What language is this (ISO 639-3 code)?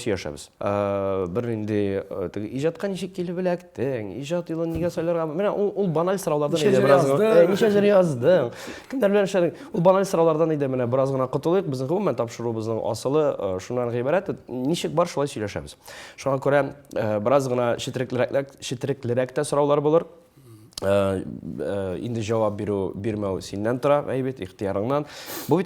tat